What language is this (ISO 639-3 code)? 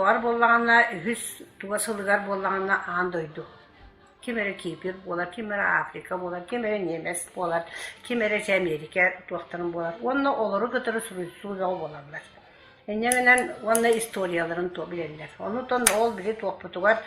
sah